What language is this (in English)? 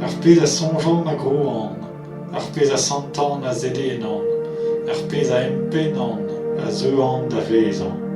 Breton